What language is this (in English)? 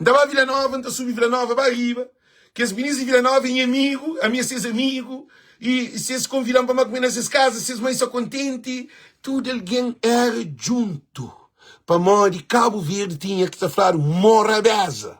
Kabuverdianu